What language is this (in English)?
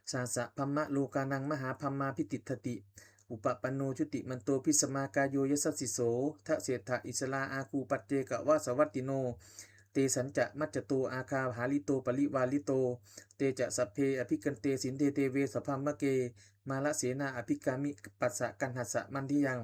Pali